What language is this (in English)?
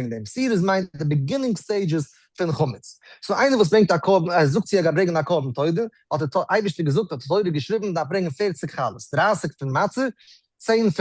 Yiddish